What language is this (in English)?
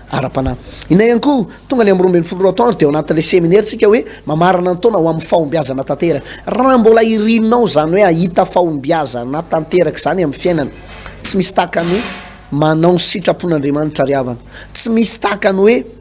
Malagasy